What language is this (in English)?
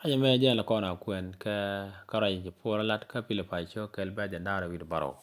Nuer